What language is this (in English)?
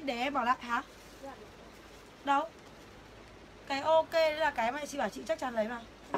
Vietnamese